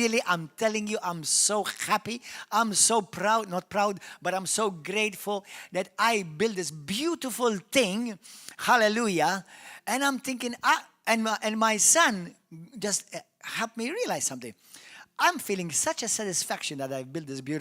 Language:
English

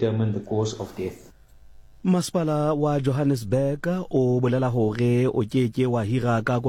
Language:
Southern Sotho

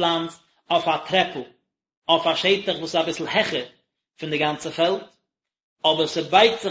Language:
Yiddish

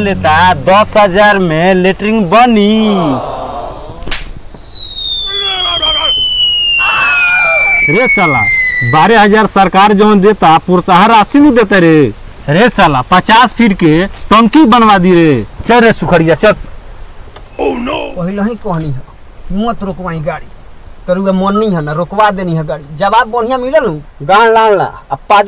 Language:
Bhojpuri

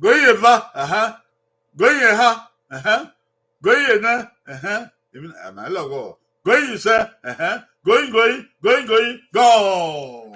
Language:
Bini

